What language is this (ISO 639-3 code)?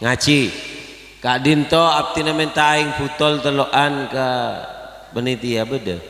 mad